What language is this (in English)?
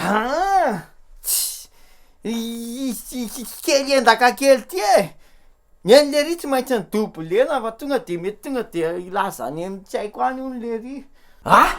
Malagasy